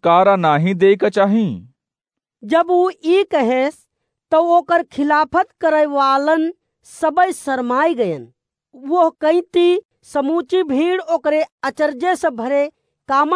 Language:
Awadhi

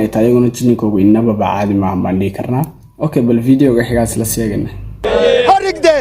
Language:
Somali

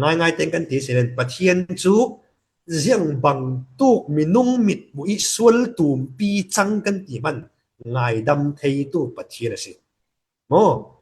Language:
Falam Chin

